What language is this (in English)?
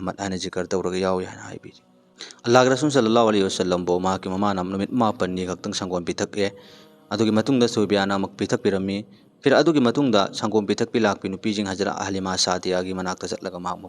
Manipuri